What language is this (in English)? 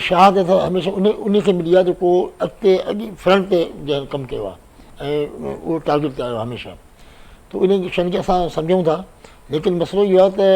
Sindhi